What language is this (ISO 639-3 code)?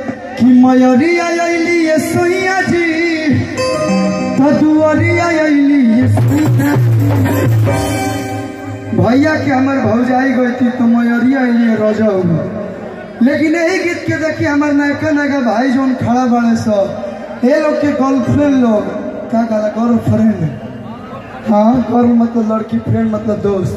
bho